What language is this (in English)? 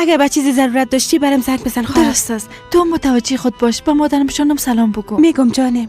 Persian